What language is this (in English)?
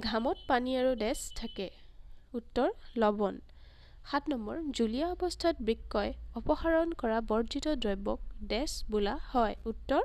Assamese